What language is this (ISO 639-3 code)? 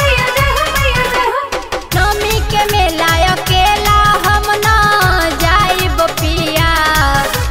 bho